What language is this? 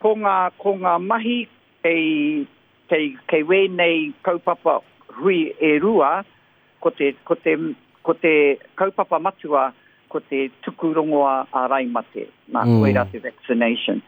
Māori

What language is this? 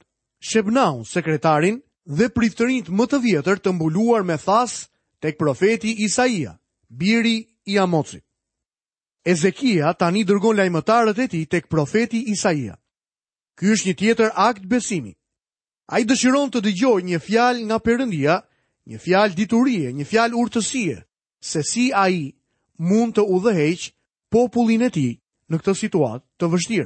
Albanian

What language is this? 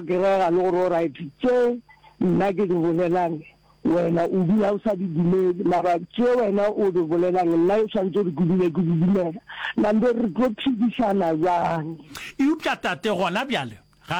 Northern Sotho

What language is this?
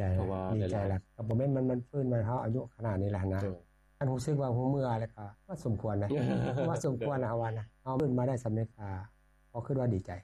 Lao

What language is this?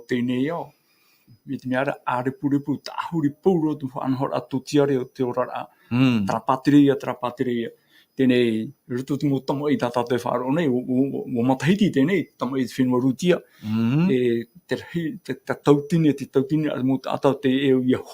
Tahitian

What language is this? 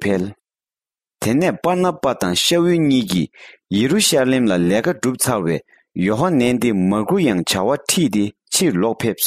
Tibetan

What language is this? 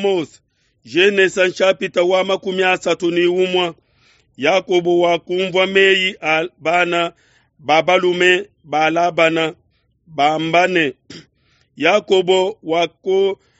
Luba-Lulua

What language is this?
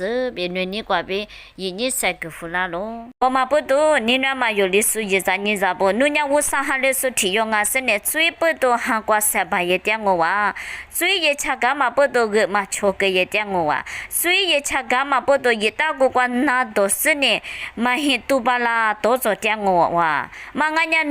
Lisu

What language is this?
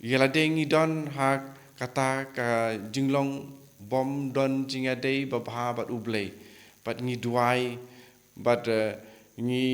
Khasi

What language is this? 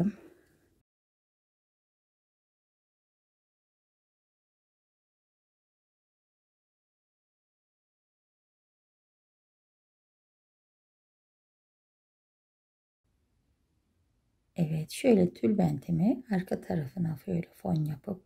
Turkish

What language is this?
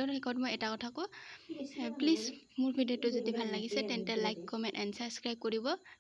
Assamese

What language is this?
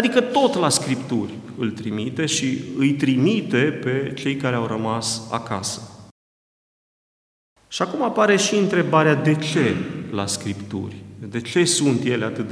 Romanian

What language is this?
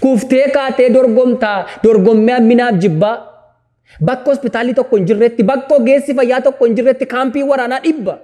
Oromo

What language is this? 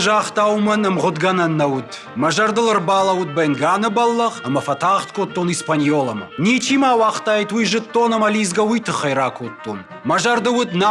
Ossetic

